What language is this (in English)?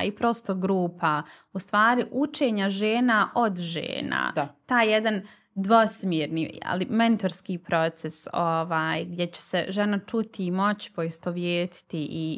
Bosnian